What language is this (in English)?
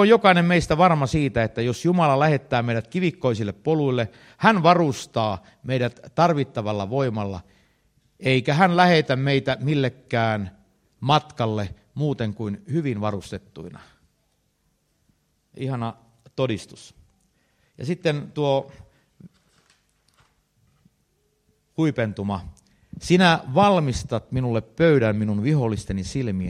Finnish